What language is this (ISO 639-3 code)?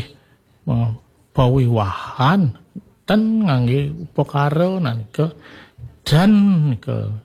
ban